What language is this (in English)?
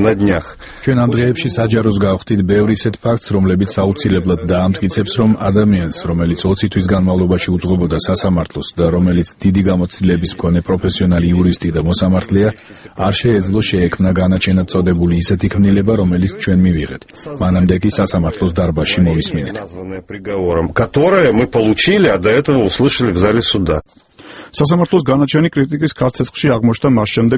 Georgian